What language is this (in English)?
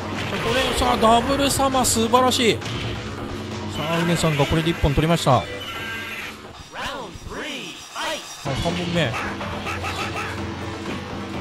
Japanese